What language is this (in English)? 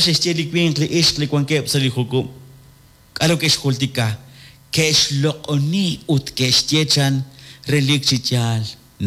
Kekchí